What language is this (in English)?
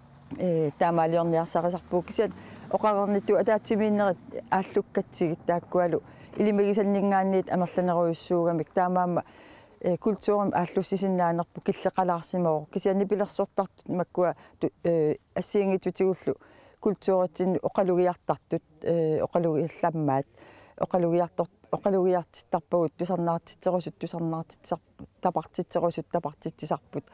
Kalaallisut